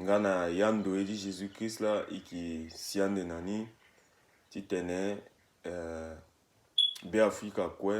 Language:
Sango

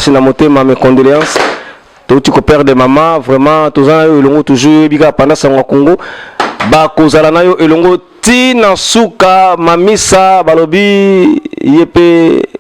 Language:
Lingala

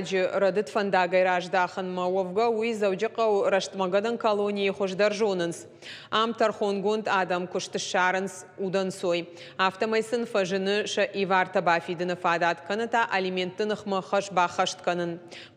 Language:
Ossetic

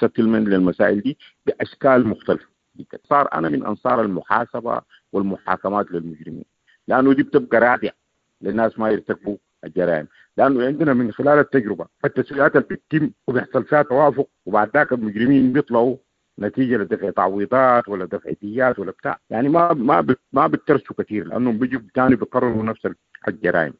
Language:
Sudanese Arabic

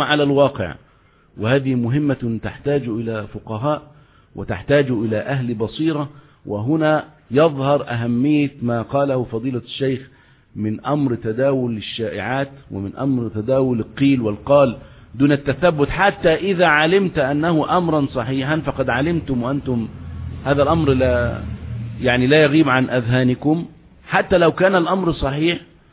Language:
Arabic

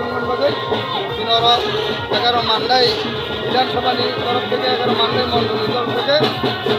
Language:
Kok Borok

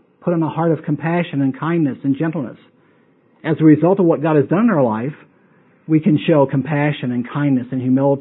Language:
English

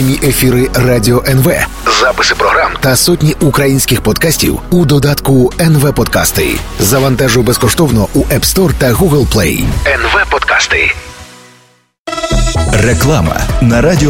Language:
Ukrainian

